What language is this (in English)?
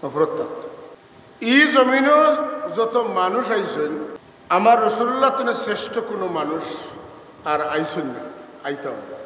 Sylheti